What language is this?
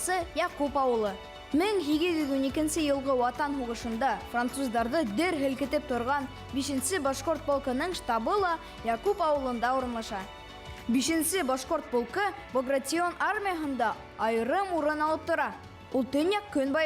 Bashkir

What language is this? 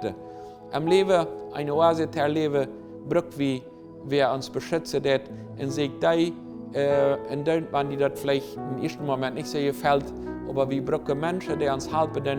Plautdietsch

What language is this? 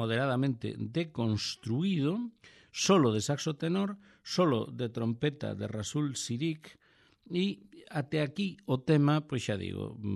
Galician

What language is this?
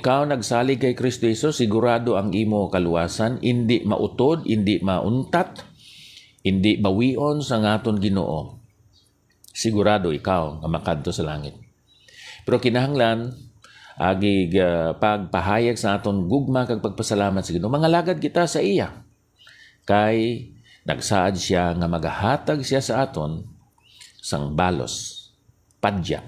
Hiligaynon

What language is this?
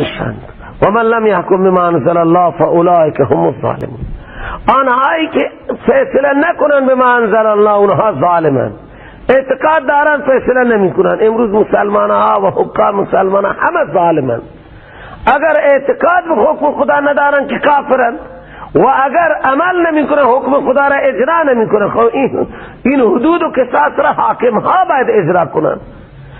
Persian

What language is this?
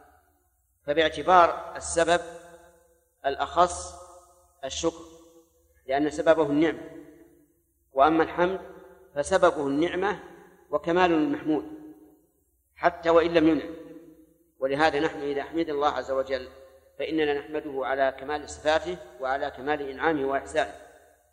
Arabic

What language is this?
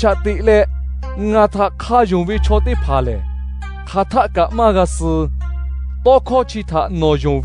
Lahu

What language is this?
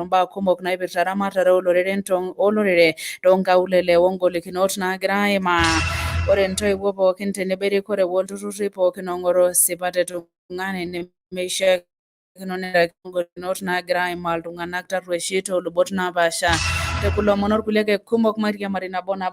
Masai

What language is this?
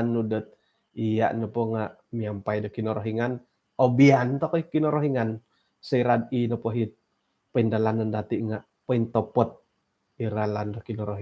Central Dusun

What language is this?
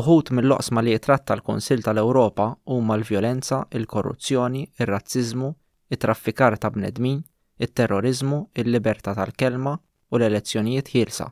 Maltese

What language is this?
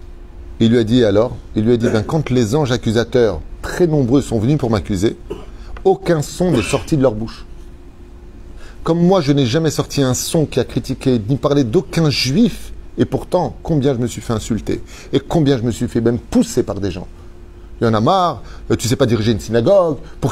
French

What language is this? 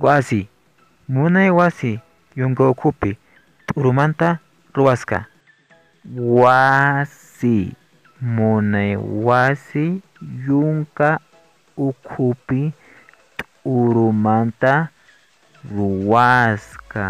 Quechua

